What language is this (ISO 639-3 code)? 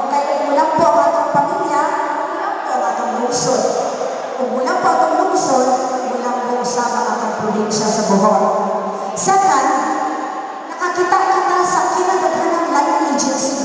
ceb